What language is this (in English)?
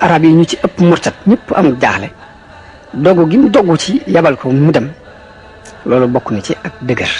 Wolof